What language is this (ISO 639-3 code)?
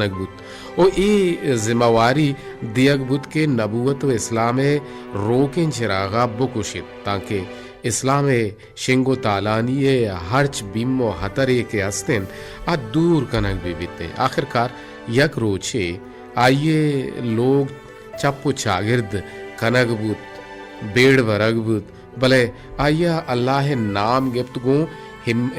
bal